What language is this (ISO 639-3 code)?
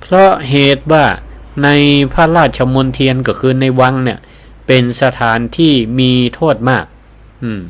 nod